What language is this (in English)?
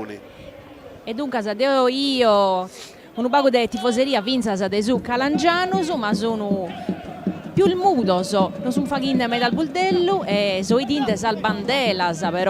Sardinian